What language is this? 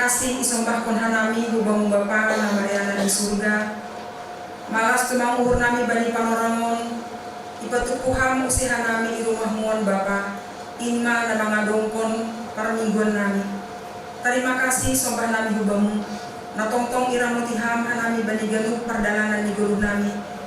Batak Simalungun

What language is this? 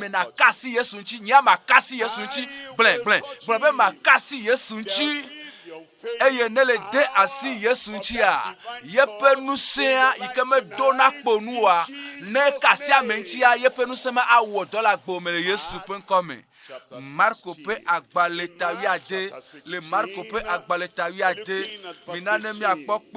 Ewe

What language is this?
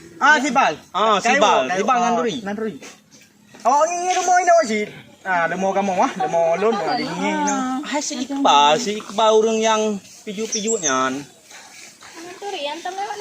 Achinese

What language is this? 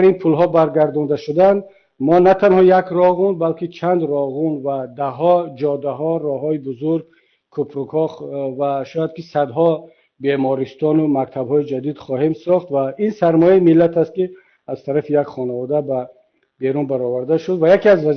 Tajik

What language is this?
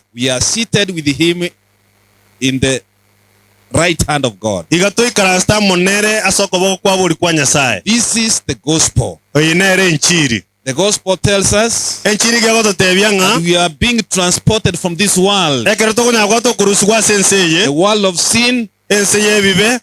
Gusii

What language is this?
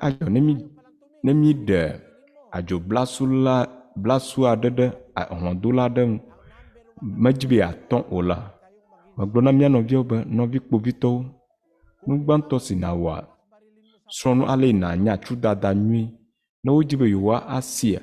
Ewe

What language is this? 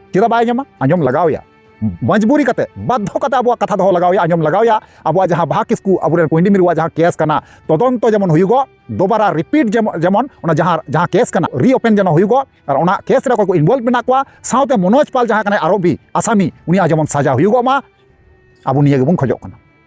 Santali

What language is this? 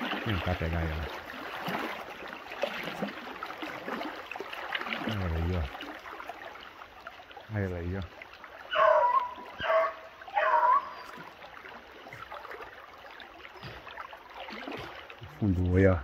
Portuguese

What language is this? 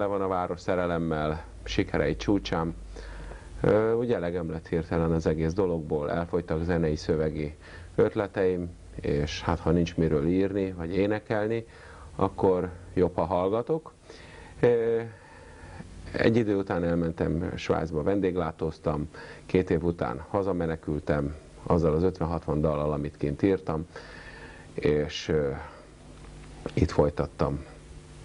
Hungarian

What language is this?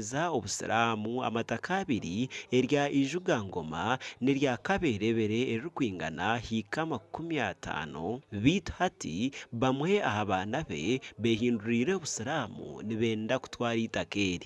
Nyankole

